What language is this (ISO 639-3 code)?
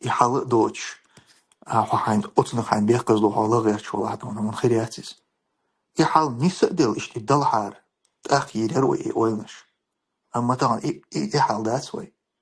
che